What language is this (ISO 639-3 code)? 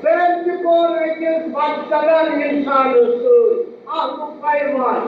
kas